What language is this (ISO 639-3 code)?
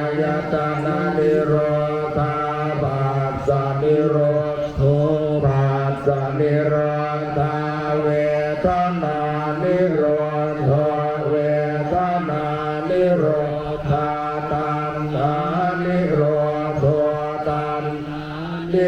pli